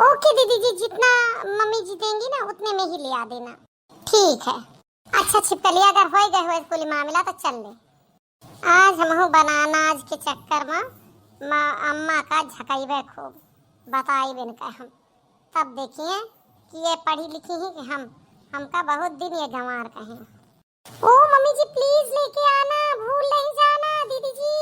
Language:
Awadhi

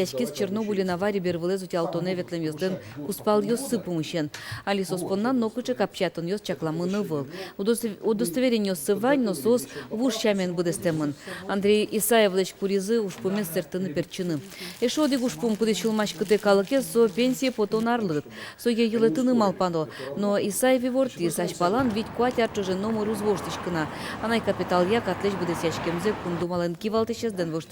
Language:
Udmurt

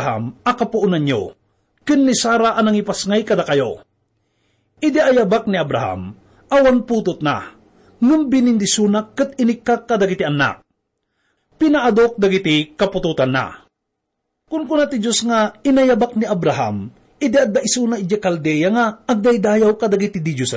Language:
Iloko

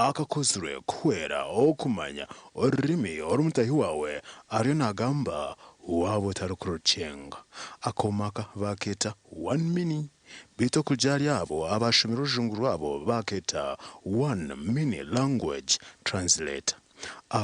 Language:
Nyankole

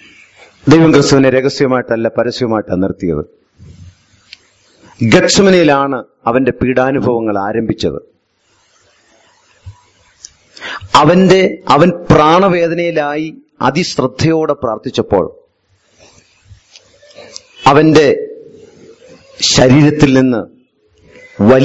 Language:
Malayalam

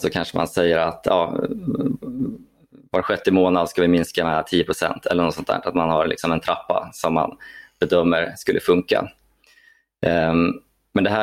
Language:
Swedish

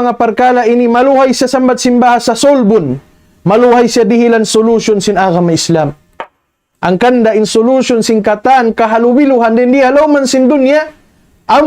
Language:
Tausug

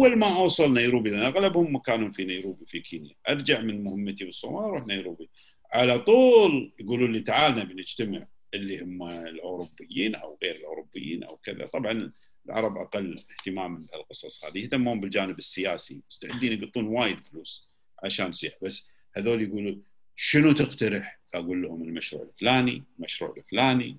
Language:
Gulf Arabic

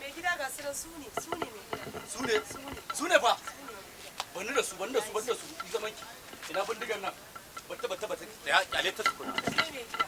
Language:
Hausa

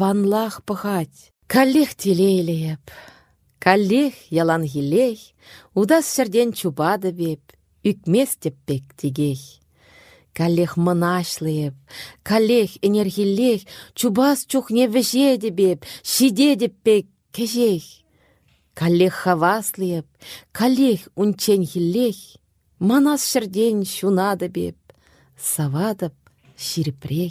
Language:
Chuvash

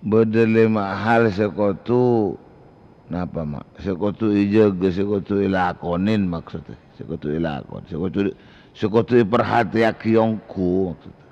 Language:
Madurese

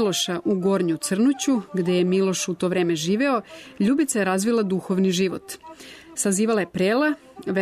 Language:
Serbian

